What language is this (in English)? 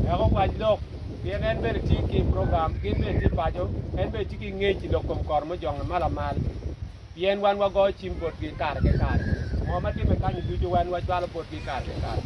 Acoli